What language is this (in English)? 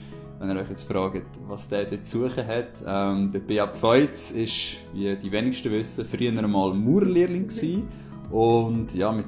Swiss German